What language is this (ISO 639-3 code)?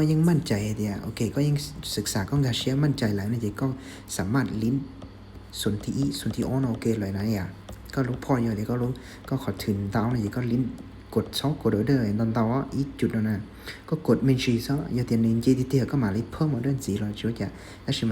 hmn